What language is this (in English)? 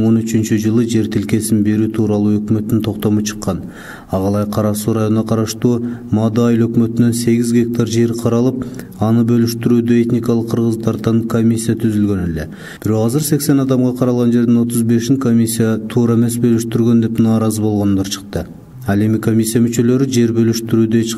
Kyrgyz